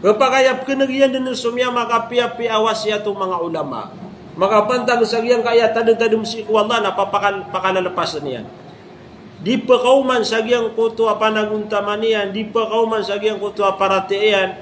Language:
Maranao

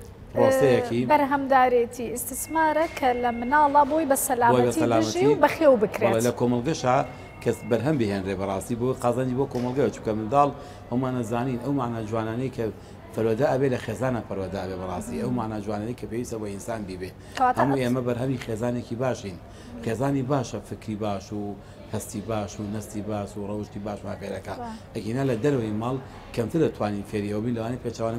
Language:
Central Kurdish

